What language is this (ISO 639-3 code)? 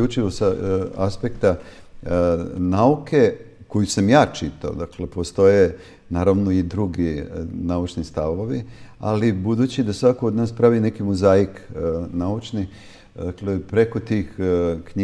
srp